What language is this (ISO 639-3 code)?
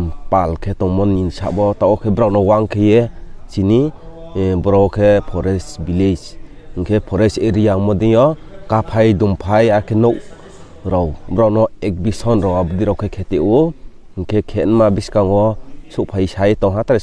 ria